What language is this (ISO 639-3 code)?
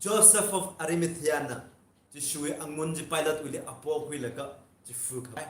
nmf